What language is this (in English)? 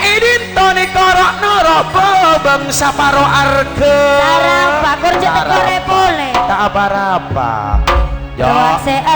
Madurese